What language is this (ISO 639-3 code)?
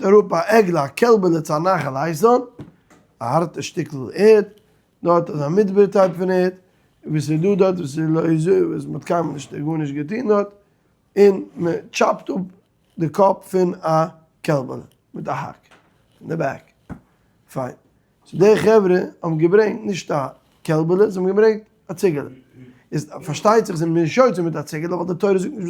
yid